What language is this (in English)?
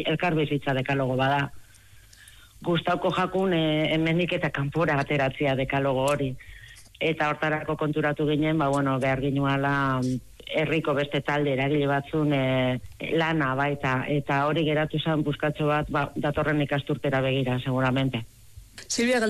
Basque